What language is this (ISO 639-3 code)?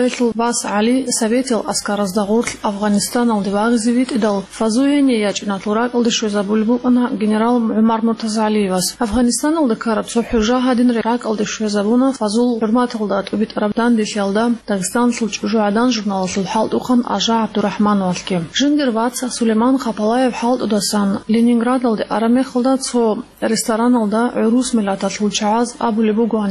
ava